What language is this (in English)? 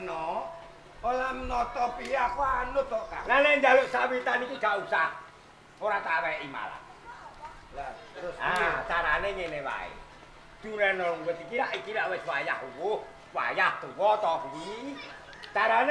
Javanese